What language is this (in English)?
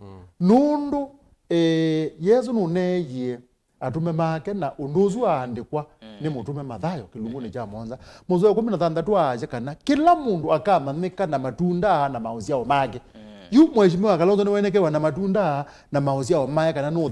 Kamba